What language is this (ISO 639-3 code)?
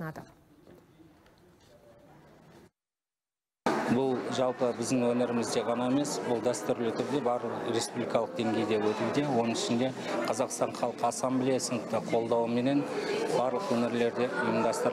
kaz